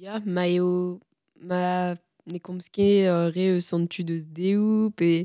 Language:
Breton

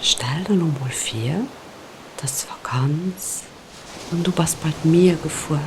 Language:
Luxembourgish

